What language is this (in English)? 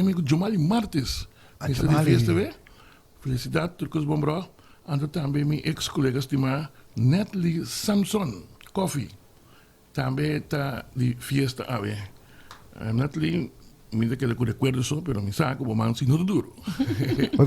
Papiamento